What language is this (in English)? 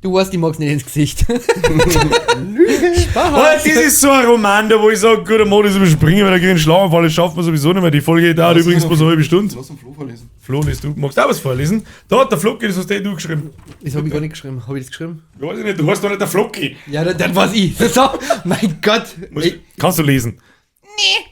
Bavarian